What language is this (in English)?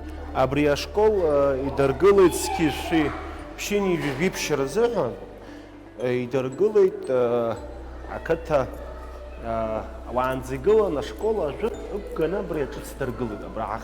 Abkhazian